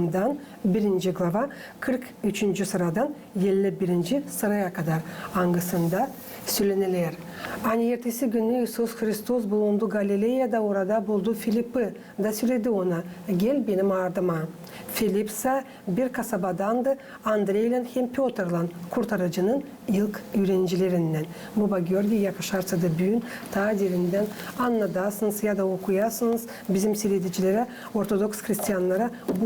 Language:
Gagauz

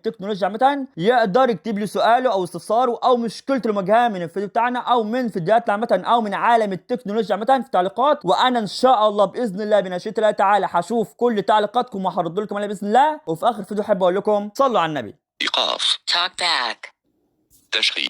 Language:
Egyptian Arabic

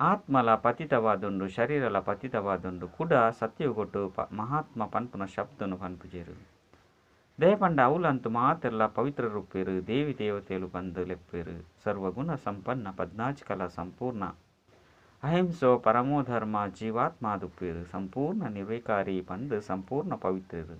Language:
Tulu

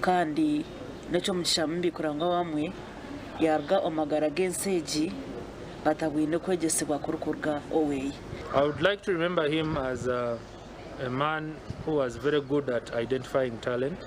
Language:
Nyankole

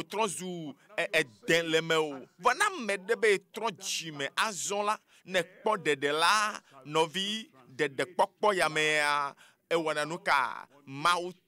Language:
Ewe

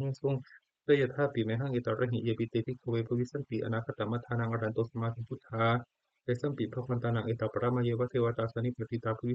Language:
Pali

